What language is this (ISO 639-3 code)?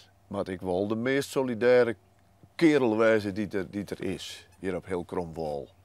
fry